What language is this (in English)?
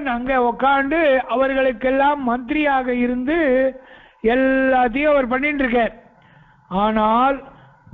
Tamil